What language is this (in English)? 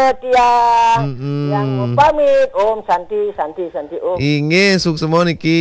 Balinese